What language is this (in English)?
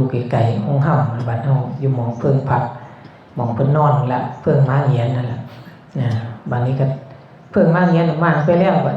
Northeastern Thai